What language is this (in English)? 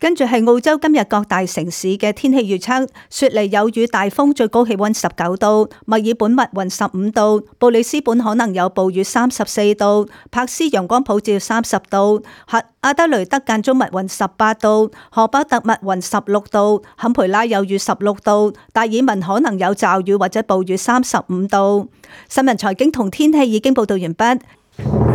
Cantonese